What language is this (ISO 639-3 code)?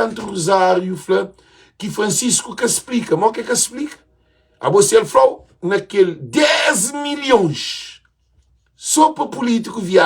kea